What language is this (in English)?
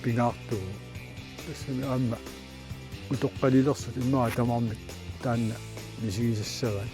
Kalaallisut